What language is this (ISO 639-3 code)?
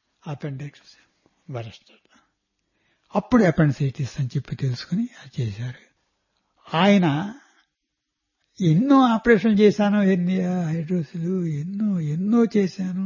tel